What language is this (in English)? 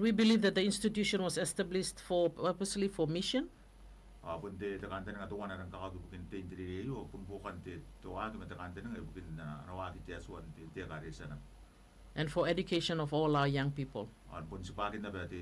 Gilbertese